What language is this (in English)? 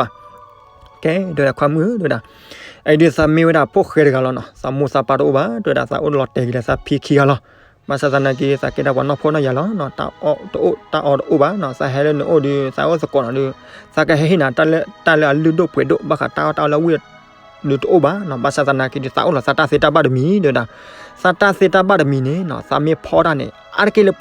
S'gaw Karen